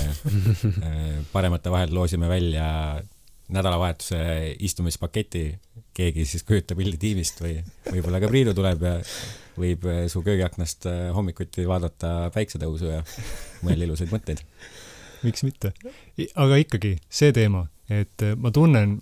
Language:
Estonian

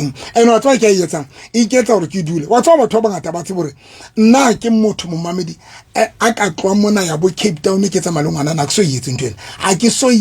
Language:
Southern Sotho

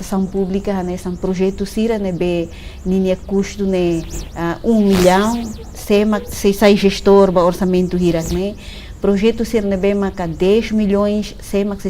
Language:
Tetum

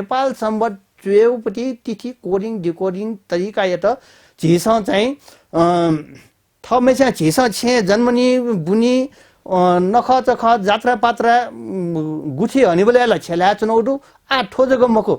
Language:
Newari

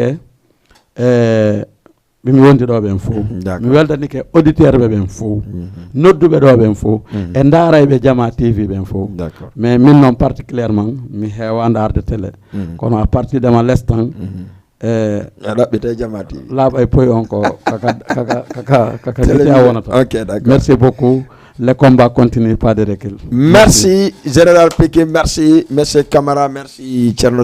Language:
Fula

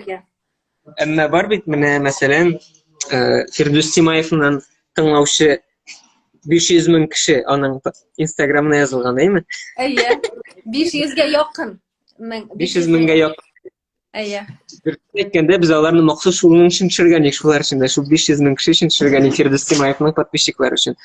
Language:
Tatar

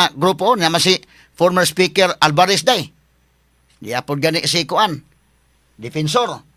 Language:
Cebuano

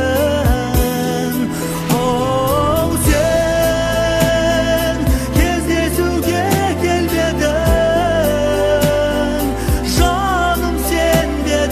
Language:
Kazakh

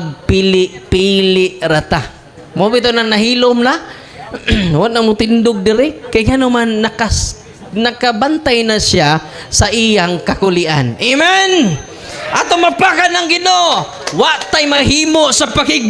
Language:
Cebuano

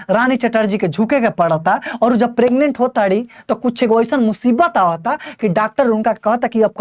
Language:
Bhojpuri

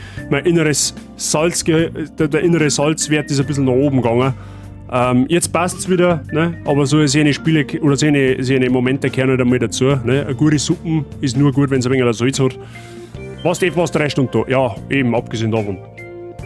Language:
Bavarian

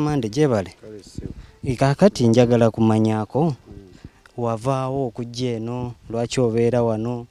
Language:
Ganda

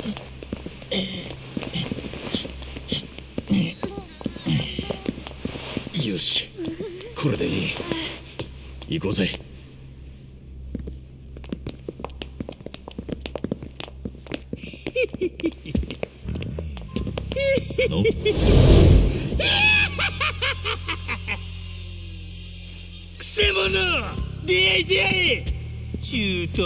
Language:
Japanese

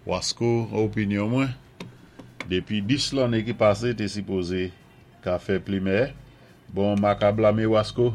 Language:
Saint Lucian Creole French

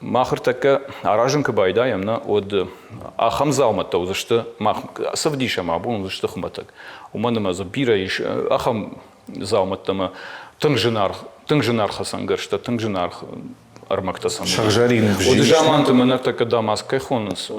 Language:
Ossetic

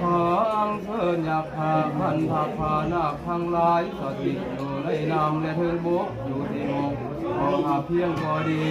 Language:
Lao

